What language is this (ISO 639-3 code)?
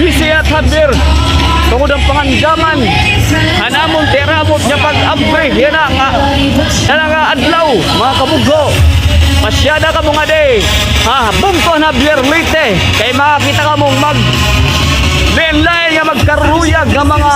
war